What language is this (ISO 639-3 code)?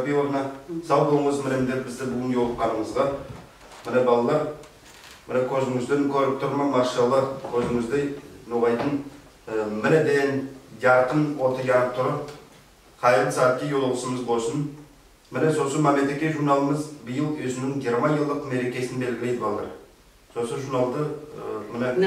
nog